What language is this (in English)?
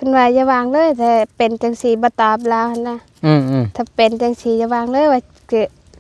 Lao